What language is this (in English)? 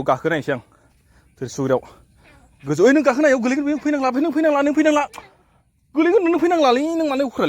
Bodo